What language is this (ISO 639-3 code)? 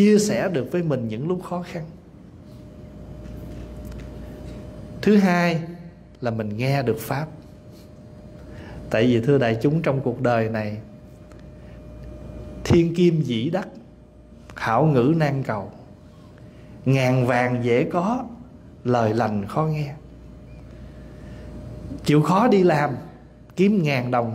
vie